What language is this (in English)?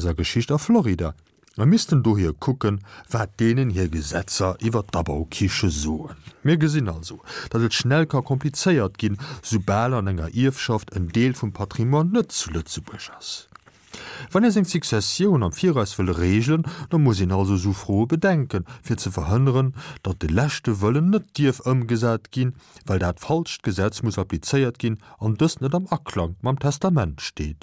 Luxembourgish